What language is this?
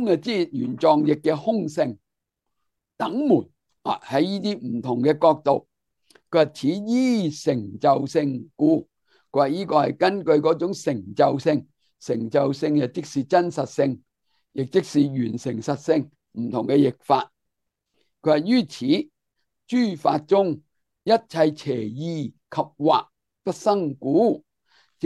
Cantonese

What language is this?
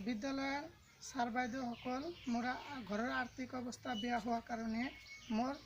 Assamese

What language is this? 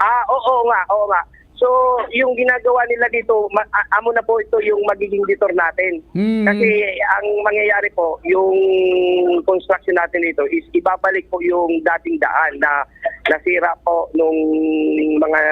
Bikol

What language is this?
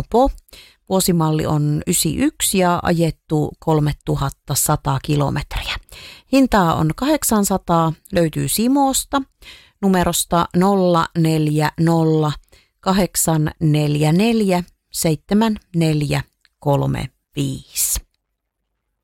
Finnish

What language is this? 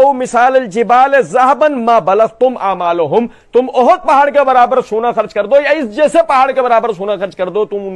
Urdu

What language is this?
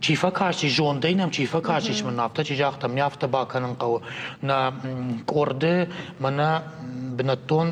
Ossetic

